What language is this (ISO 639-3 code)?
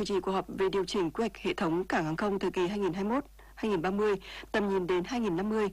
vie